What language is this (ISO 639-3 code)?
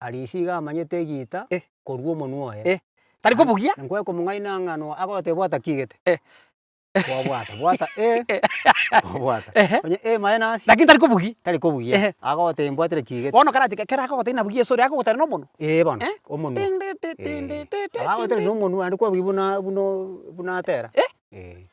guz